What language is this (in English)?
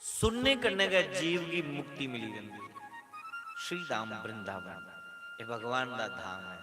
Dogri